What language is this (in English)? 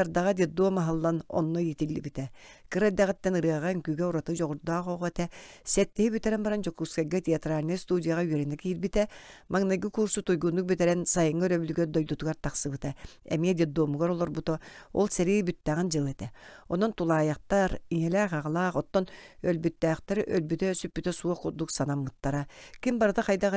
Yakut